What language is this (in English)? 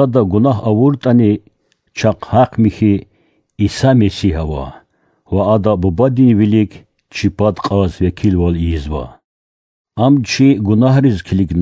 Lezghian